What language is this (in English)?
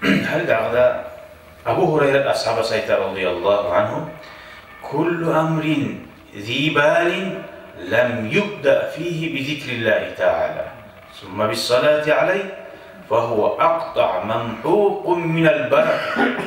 Kumyk